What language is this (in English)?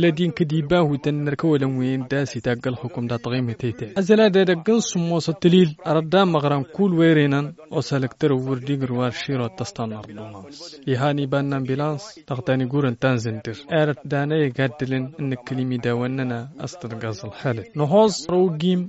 Tamasheq